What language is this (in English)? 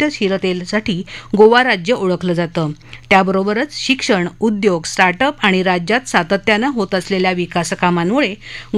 Marathi